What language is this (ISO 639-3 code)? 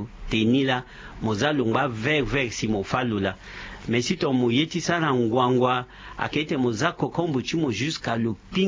sag